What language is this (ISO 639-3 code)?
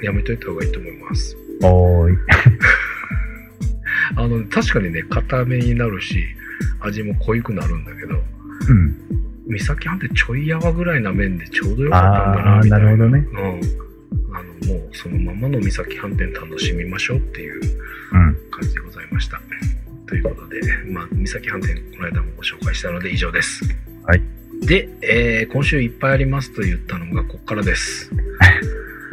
jpn